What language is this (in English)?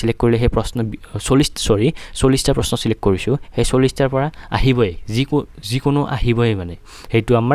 Assamese